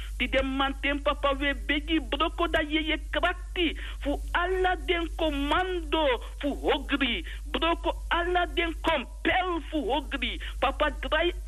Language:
Sranan Tongo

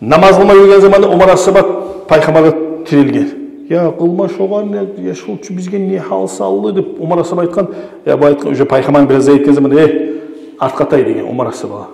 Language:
Kumyk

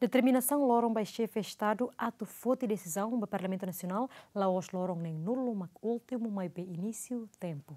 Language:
Tetum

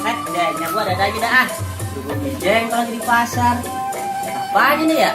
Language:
Betawi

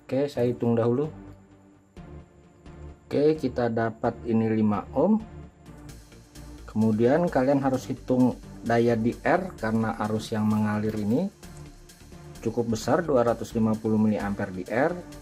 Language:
Indonesian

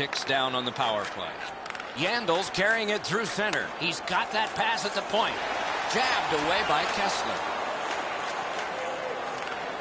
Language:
English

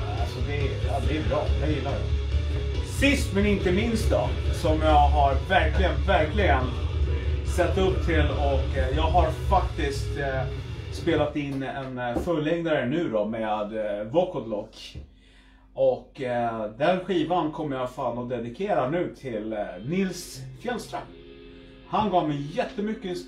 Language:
Swedish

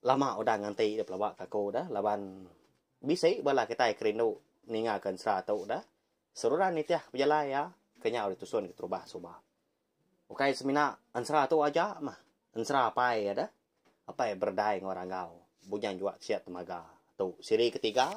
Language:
Iban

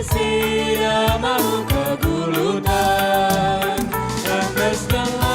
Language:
Batak Karo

